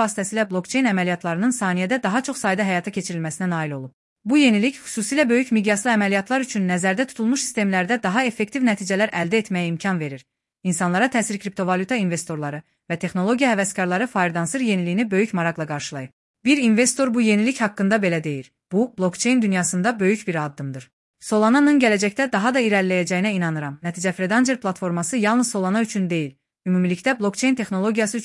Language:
Azerbaijani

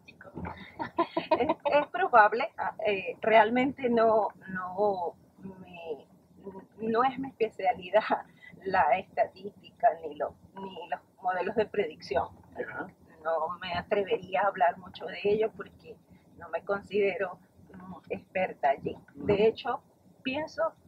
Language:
Spanish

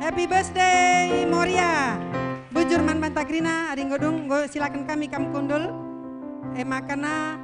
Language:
Batak Karo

